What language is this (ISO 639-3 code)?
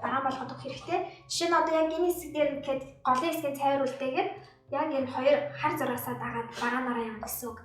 mon